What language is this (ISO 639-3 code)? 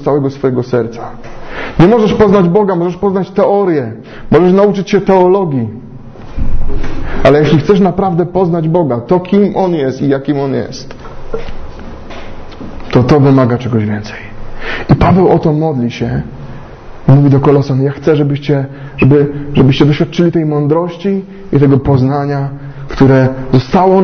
pol